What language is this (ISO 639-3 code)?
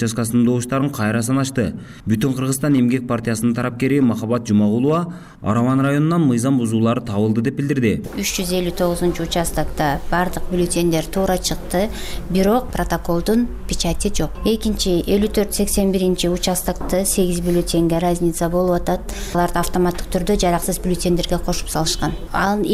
kir